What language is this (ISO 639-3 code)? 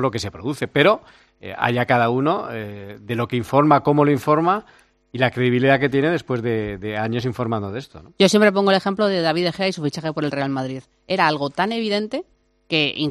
spa